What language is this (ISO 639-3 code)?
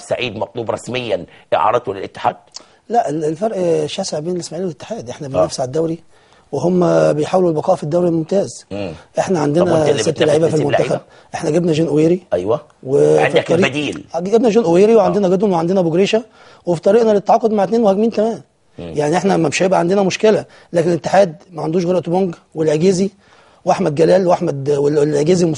arz